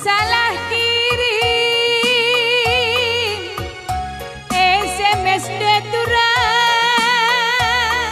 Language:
Batak Karo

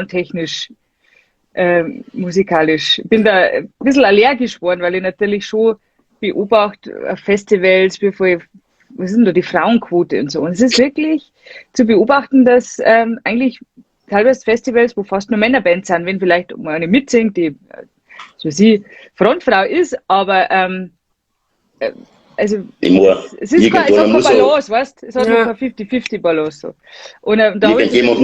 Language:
Bavarian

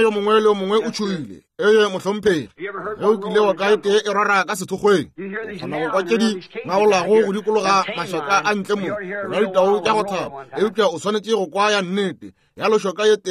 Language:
Northern Sotho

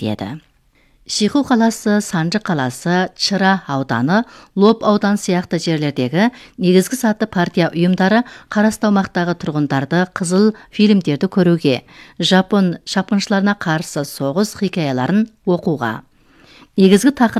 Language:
Kazakh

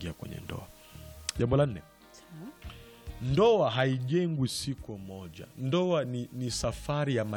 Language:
Swahili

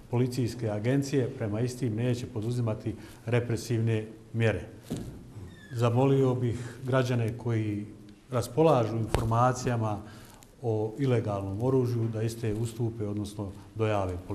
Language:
Bosnian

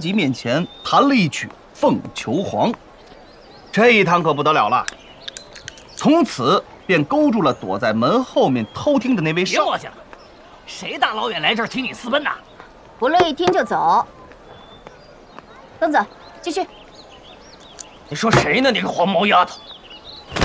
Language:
Chinese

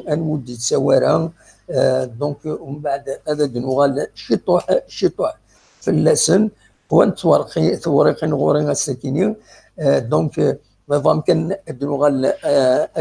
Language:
Kabyle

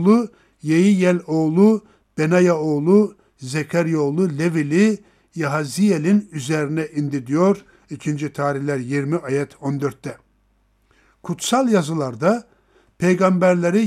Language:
Turkish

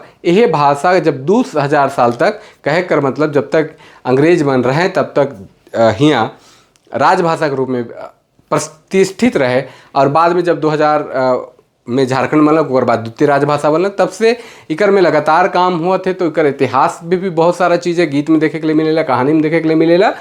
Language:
Sadri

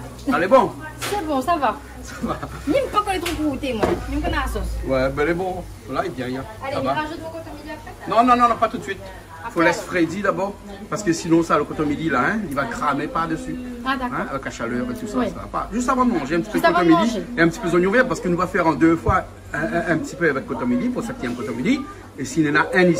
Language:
Réunion Creole French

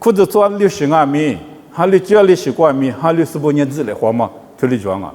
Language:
Lisu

